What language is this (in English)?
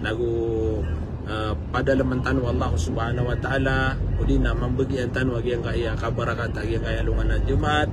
Maranao